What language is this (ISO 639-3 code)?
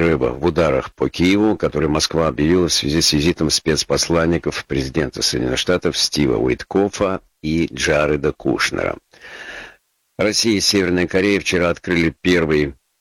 rus